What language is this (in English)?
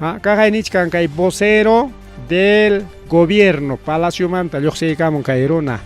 Ayacucho Quechua